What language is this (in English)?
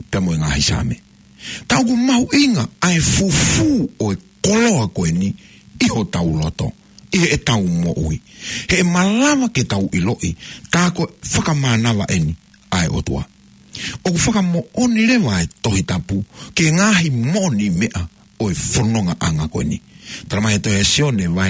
Tongan